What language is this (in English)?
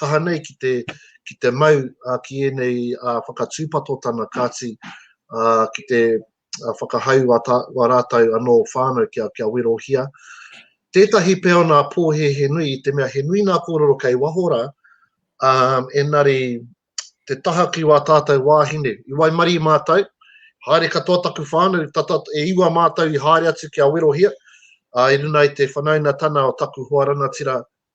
Māori